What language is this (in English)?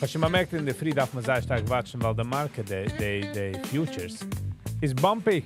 Yiddish